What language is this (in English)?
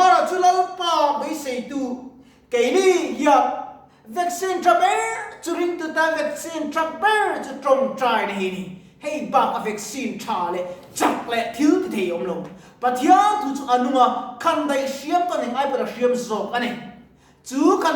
Mizo